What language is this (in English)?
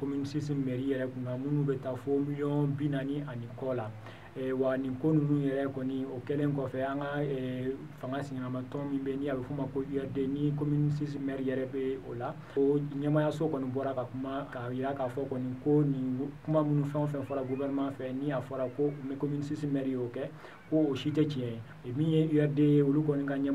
Bambara